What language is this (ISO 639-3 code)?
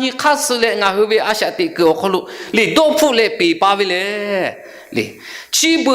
lhu